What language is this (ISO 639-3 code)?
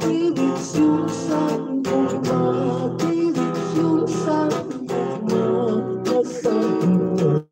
hil